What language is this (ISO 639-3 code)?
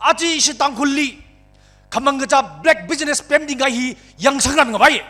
nmf